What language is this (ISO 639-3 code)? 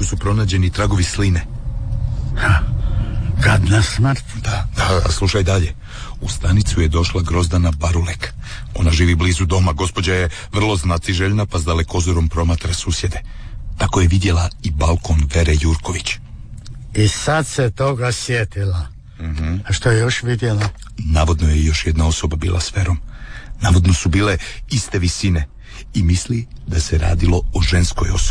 hrv